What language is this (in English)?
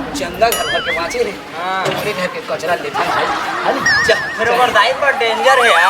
Chhattisgarhi